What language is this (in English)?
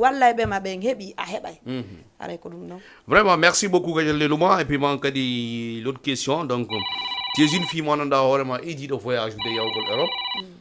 Fula